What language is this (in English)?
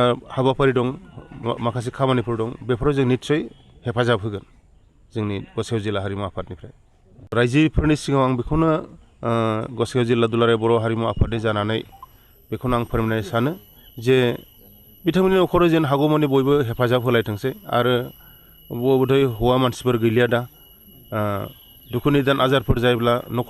Bodo